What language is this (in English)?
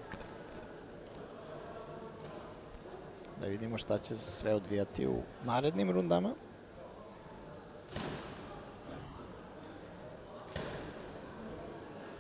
Serbian